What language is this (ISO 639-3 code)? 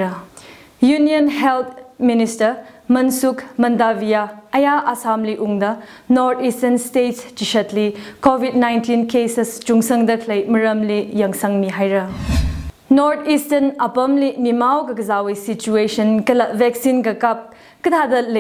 nmf